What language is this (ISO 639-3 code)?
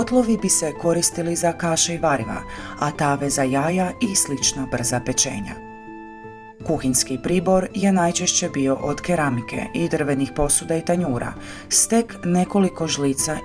hrv